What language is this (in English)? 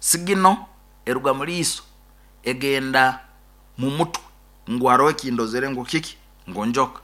Nyoro